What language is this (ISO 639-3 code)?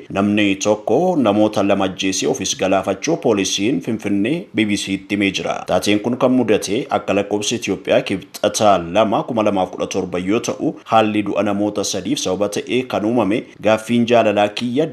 orm